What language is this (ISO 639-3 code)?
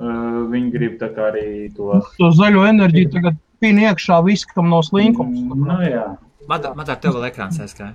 lav